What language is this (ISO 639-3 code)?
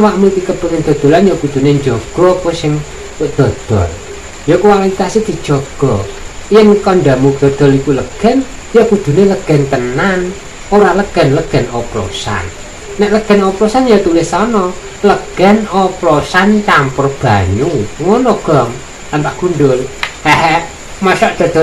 jav